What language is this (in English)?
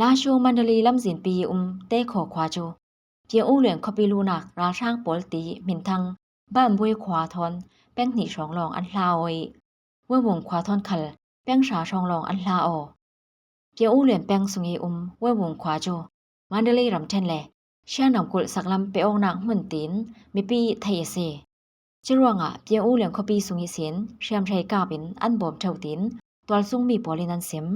Falam Chin